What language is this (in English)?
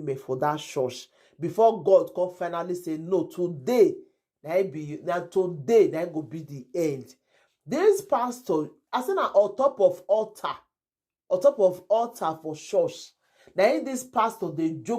Nigerian Pidgin